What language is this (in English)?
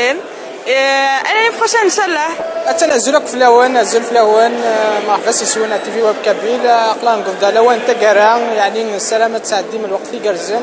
Kabyle